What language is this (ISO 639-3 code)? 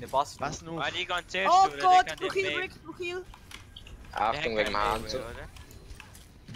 gsw